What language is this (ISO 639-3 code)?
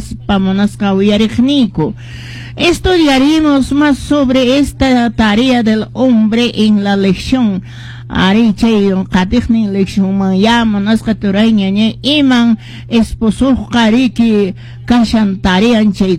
que